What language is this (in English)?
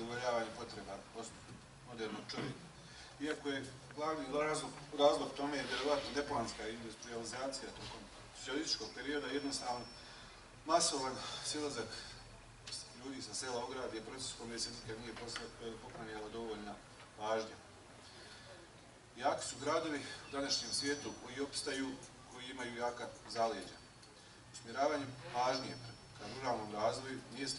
Bosnian